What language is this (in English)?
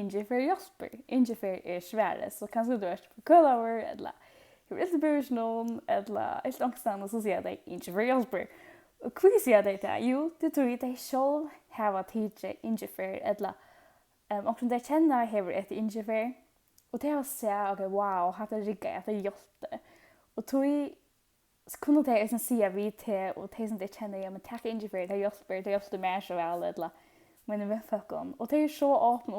Faroese